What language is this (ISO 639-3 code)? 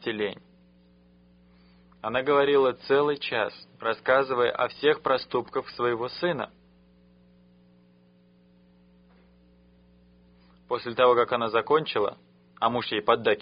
rus